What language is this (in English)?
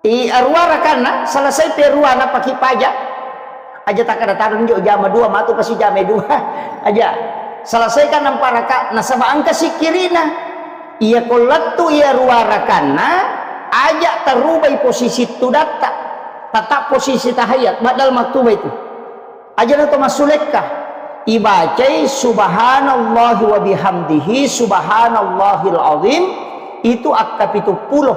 Buginese